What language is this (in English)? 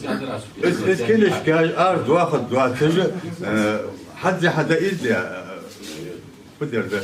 Ingush